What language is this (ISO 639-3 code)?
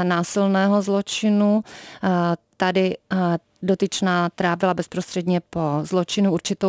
ces